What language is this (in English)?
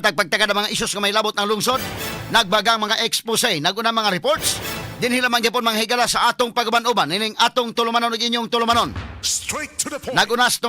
Cebuano